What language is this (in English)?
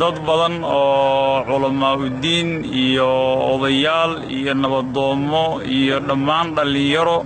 Somali